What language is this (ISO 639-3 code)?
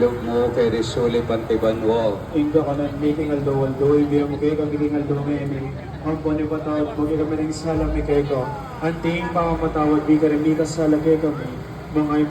pam